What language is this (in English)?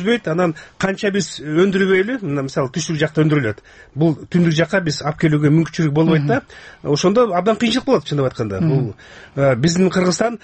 Kyrgyz